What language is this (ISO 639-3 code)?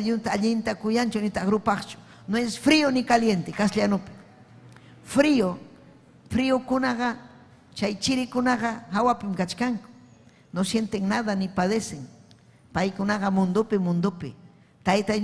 quy